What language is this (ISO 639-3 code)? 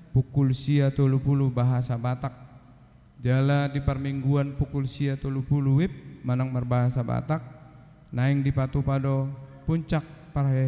bbc